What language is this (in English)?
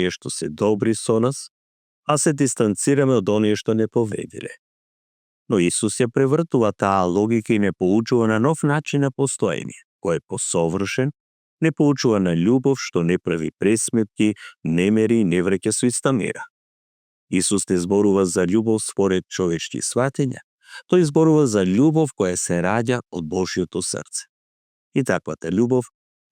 Macedonian